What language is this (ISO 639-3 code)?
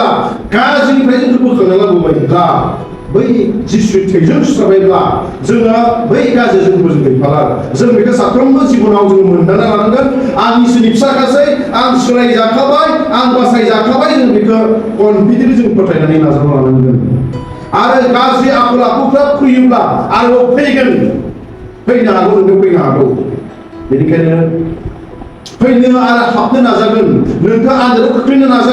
brx